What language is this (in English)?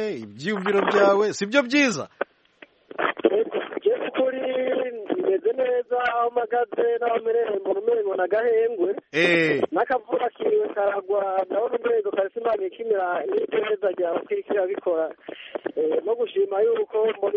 Kinyarwanda